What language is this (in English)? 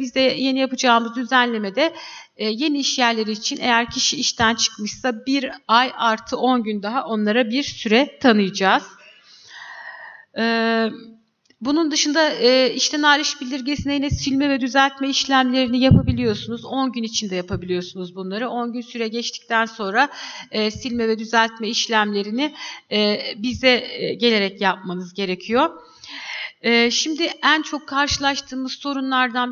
Turkish